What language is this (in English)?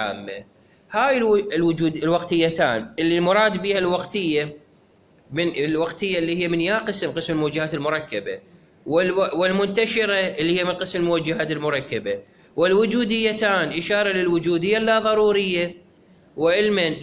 Mesopotamian Arabic